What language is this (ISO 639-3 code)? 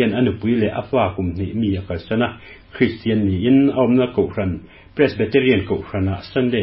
lus